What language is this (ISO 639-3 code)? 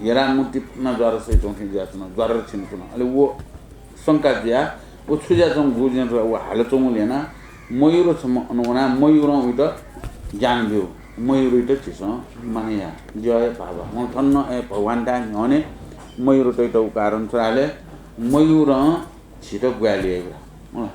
new